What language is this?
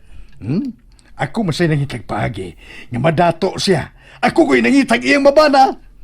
Cebuano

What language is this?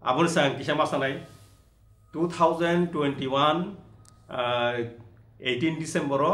Kok Borok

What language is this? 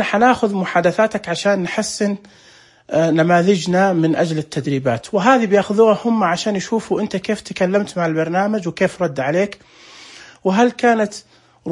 Najdi Arabic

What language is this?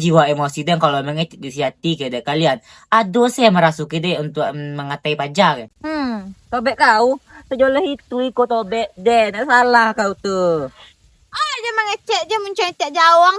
Minangkabau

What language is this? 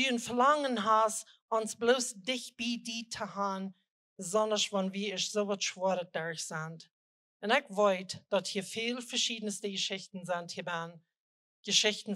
Plautdietsch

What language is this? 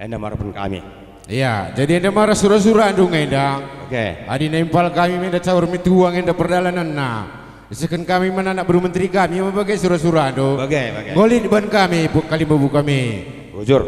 Batak Karo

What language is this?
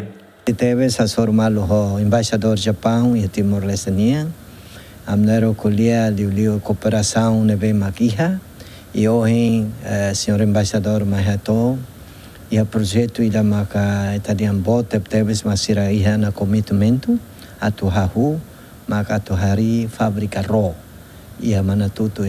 Tetum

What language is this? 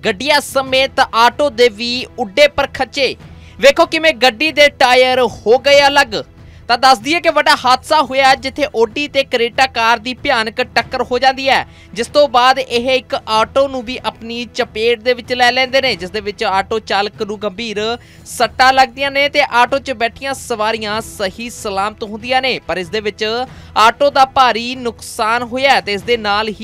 Punjabi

